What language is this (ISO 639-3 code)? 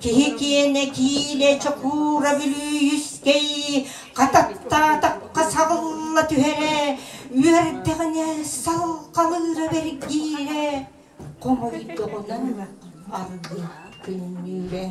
sah